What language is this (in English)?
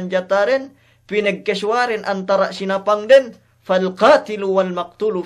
Yakan